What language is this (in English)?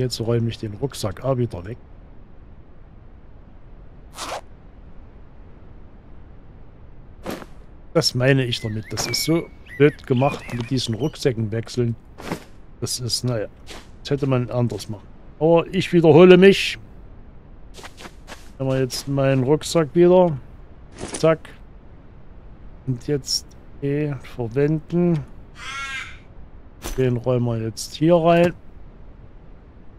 German